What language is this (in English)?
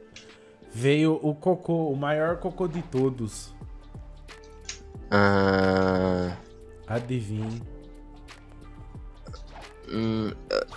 Portuguese